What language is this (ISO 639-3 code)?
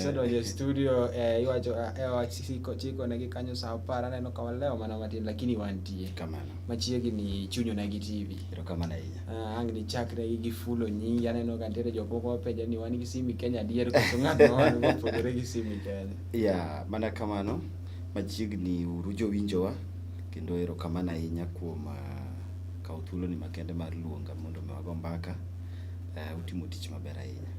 luo